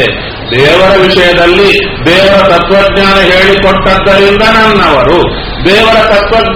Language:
Kannada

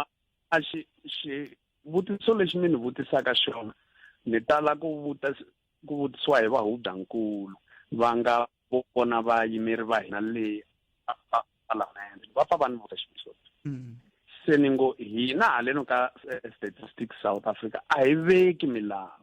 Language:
Tsonga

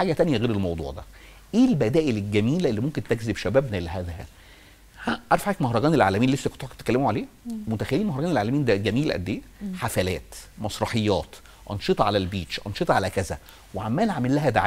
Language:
Egyptian Arabic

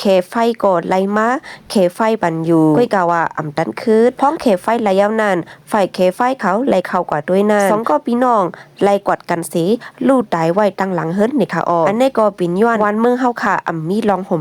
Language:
Shan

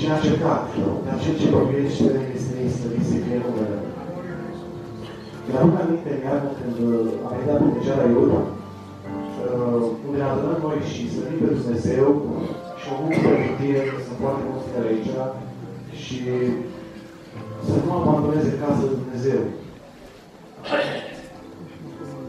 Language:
Romanian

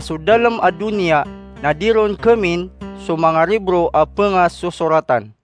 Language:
Maranao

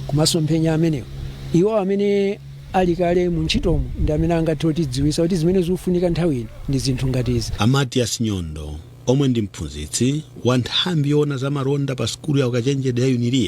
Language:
Nyanja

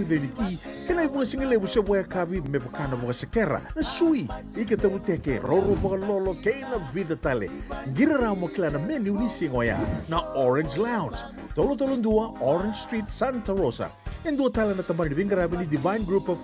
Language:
Fijian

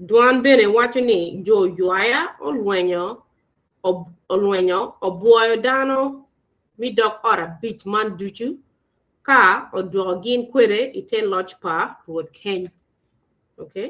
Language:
Acoli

